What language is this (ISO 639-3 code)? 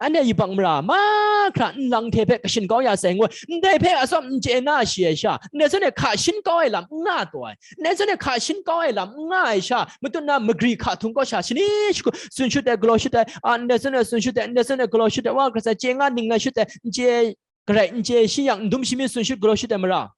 kac